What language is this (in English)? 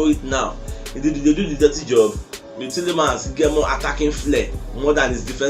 Nigerian Pidgin